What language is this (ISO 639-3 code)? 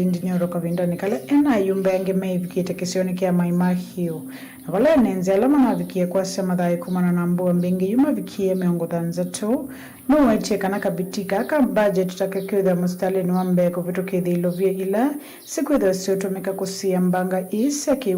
kam